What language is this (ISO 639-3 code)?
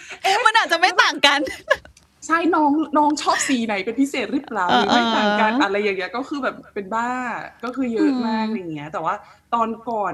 tha